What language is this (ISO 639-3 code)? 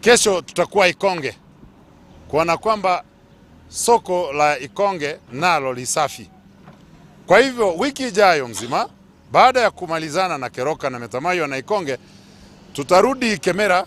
guz